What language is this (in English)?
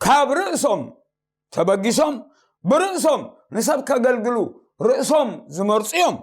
Tigrinya